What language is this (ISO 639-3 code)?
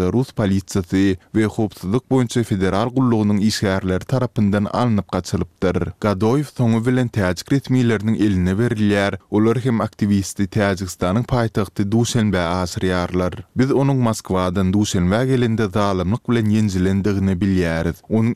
tuk